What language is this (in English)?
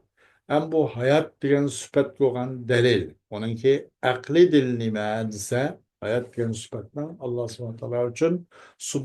Uyghur